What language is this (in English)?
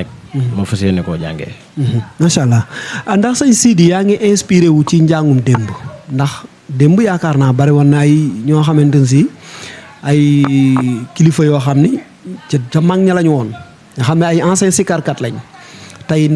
Wolof